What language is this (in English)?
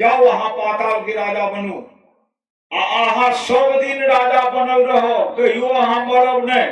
Maithili